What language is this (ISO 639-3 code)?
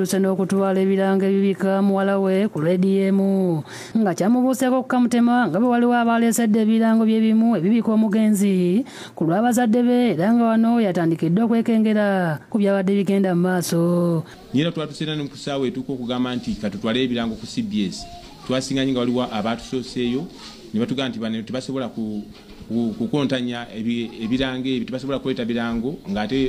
lug